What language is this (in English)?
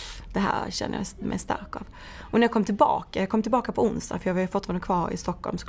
Swedish